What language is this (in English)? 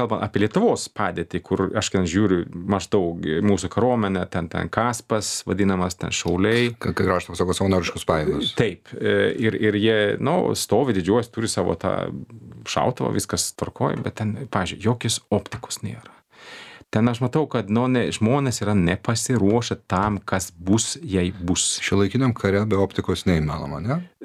Lithuanian